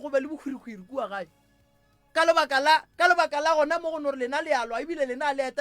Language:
Northern Sotho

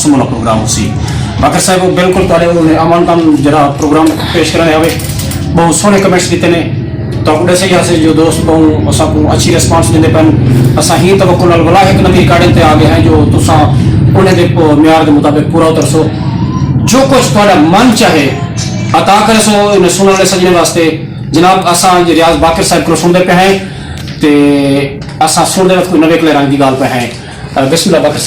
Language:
Saraiki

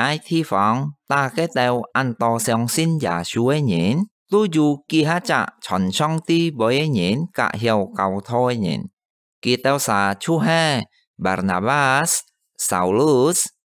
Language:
Hakka Chinese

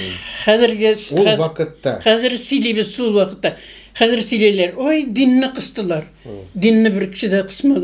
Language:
Tatar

